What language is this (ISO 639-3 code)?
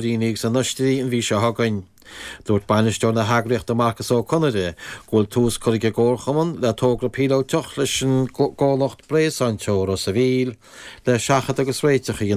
gle